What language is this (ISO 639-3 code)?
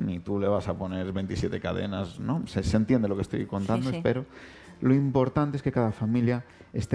spa